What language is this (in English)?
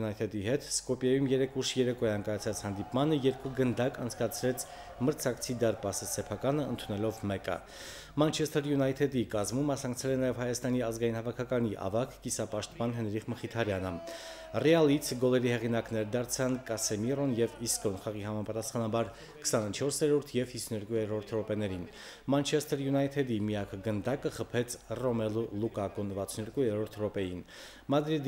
Armenian